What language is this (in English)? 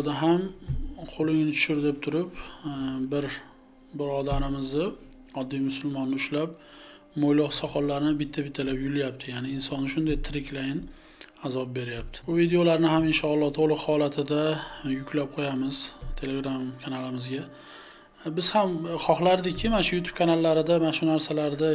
Uzbek